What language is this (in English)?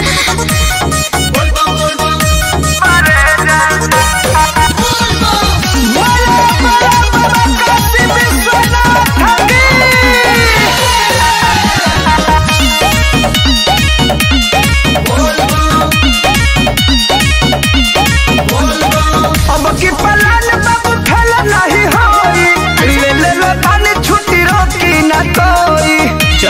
Bhojpuri